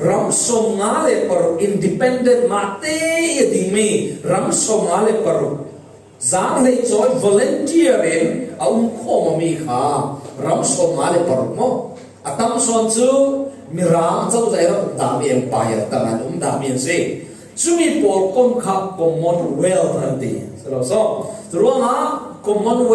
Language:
Falam Chin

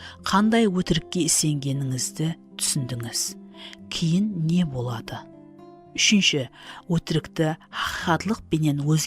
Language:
Kara-Kalpak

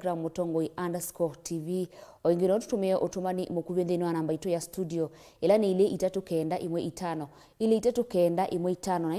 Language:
Kamba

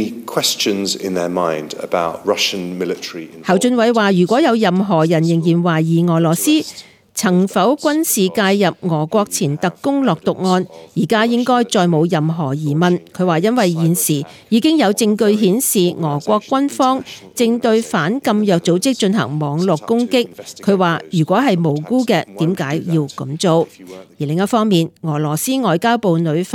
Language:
Cantonese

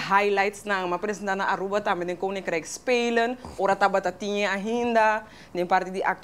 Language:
Papiamento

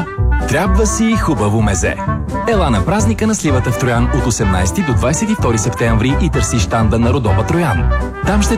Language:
Bulgarian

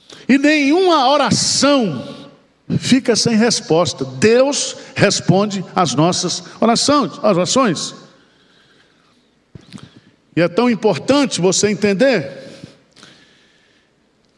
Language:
Portuguese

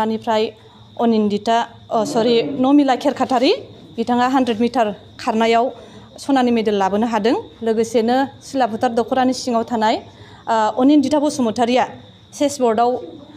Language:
Bodo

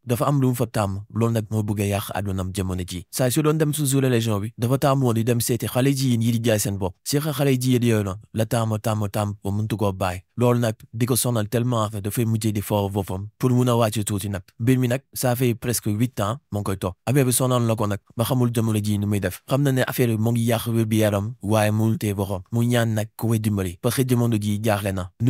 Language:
Wolof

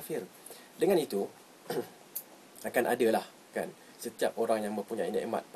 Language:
Malay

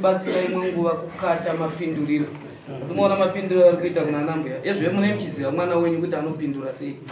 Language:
Shona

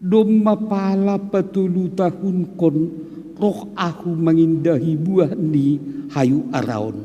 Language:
Batak Simalungun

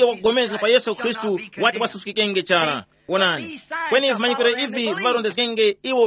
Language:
Tumbuka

